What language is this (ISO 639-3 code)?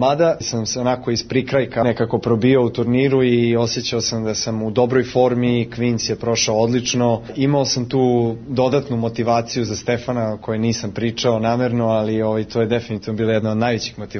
srp